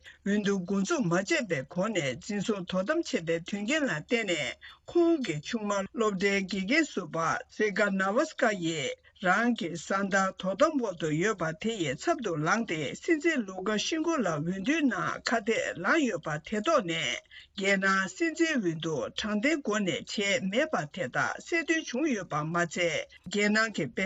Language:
Tibetan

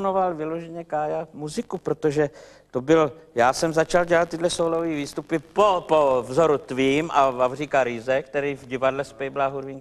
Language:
Czech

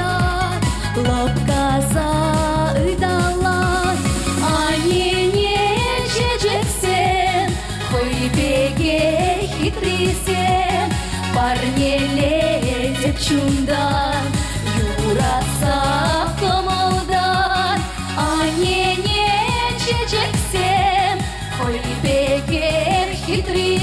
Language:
Chuvash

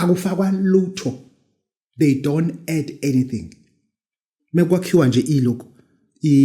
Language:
Zulu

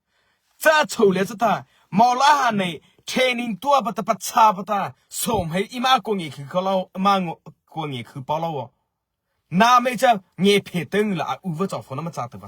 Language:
Mara Chin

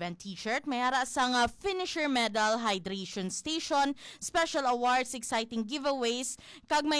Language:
Hiligaynon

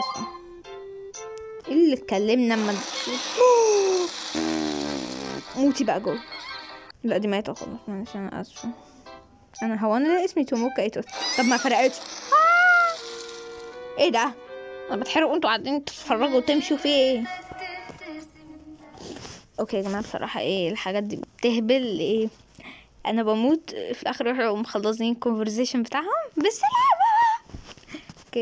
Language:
Egyptian Arabic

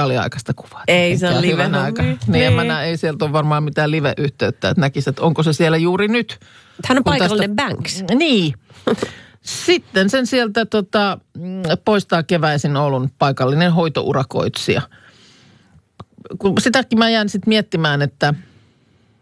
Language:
Finnish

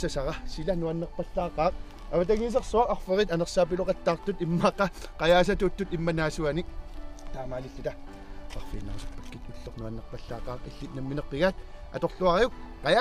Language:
Kalaallisut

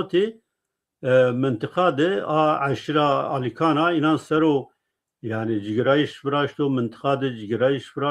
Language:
Zaza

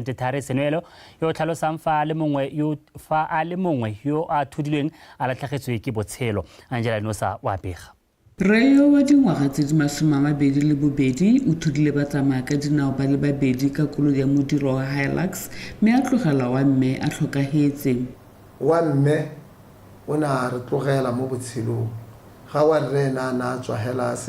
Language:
Tswana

